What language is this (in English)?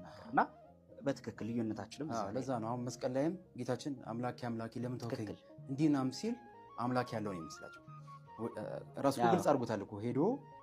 Amharic